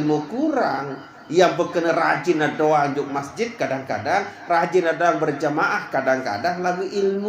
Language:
Sasak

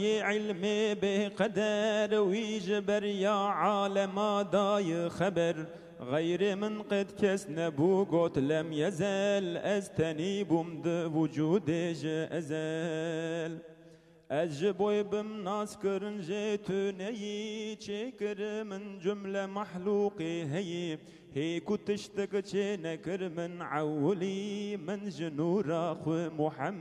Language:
Kurdish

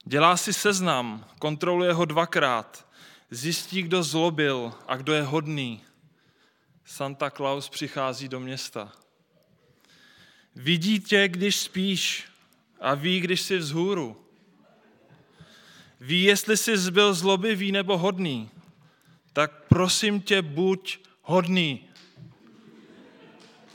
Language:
Czech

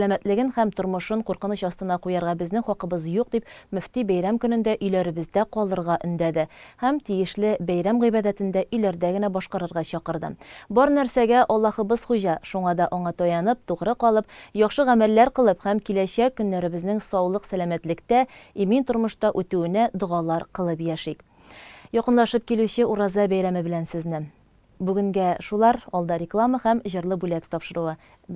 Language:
Tatar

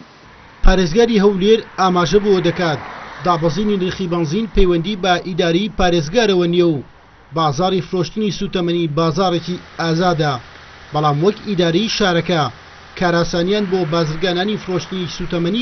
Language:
Central Kurdish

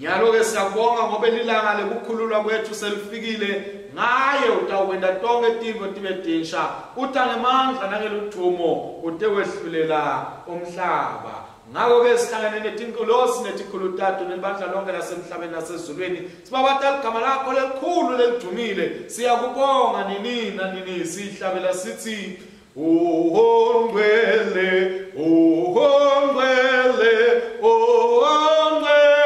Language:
Swati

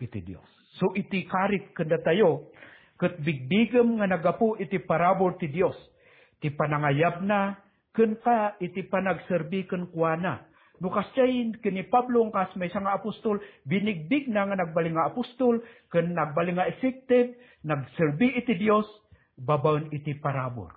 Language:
Iloko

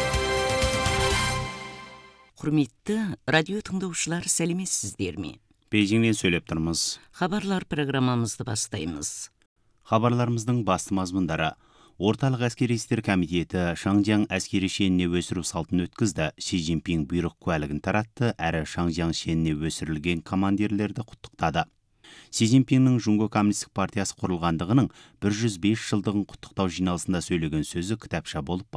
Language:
Kazakh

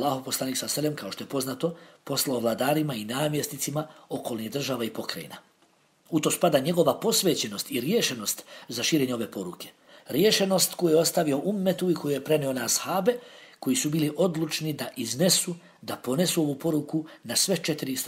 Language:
Bosnian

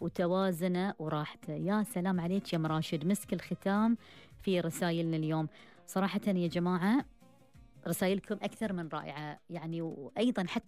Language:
Gulf Arabic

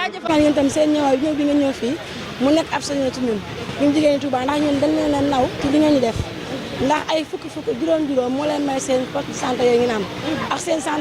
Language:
Wolof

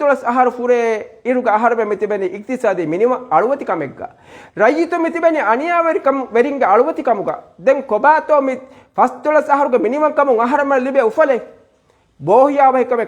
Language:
Divehi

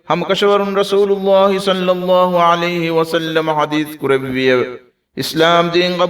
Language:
Divehi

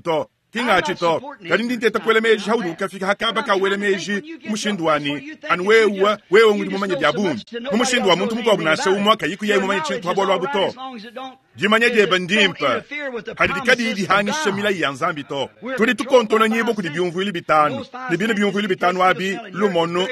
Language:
Luba-Lulua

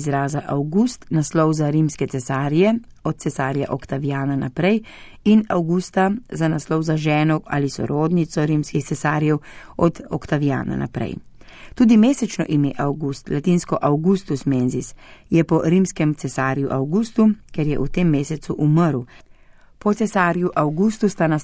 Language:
Slovenian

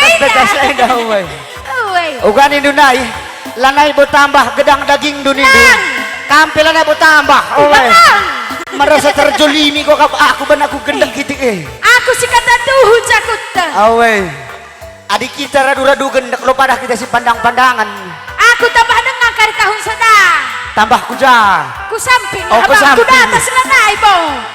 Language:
Batak Karo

